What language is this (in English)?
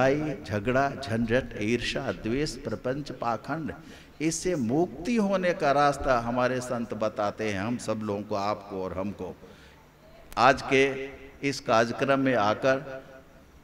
Hindi